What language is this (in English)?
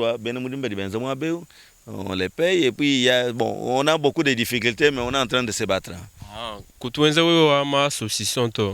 Luba-Lulua